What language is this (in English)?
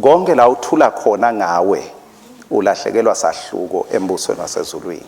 Swati